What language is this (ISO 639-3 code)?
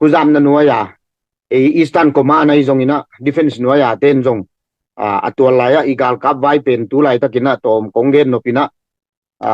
ctd